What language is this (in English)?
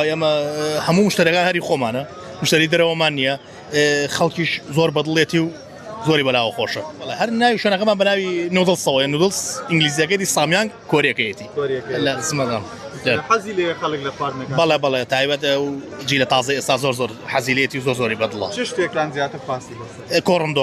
Central Kurdish